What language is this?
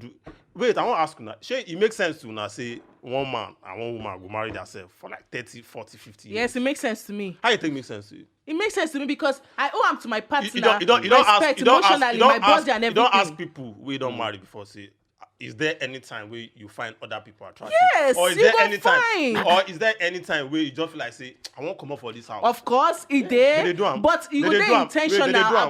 Nigerian Pidgin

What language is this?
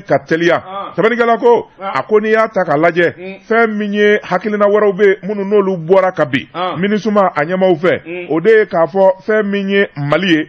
Bambara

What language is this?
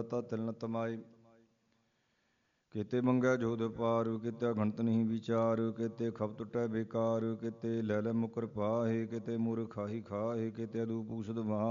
Punjabi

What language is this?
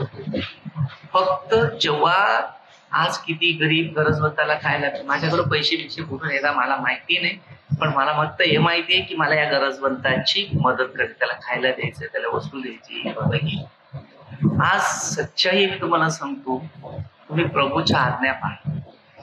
Marathi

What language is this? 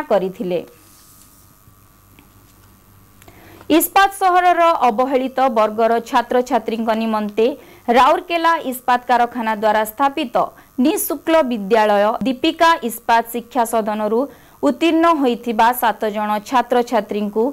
Odia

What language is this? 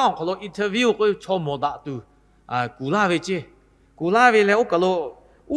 Lahu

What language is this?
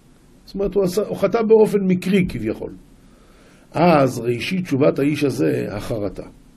Hebrew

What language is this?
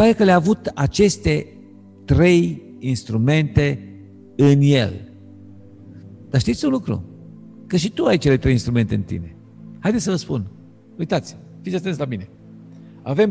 Romanian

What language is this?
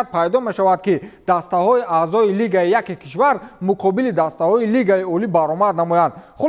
Tajik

